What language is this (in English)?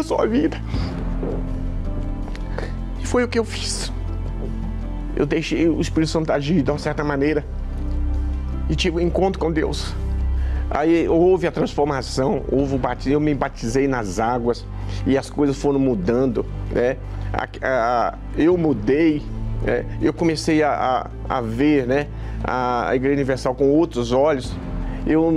Portuguese